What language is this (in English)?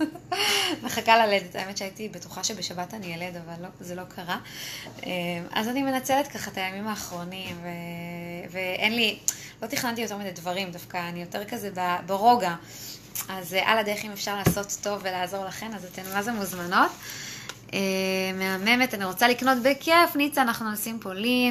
Hebrew